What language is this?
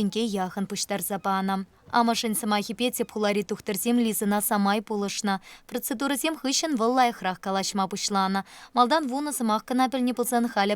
Chuvash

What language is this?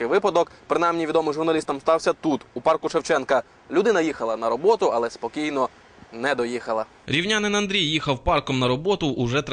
Ukrainian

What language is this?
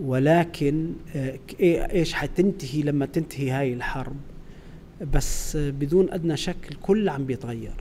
North Levantine Arabic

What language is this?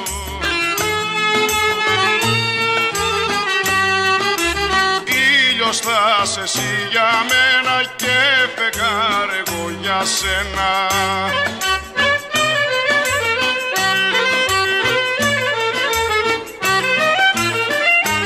Greek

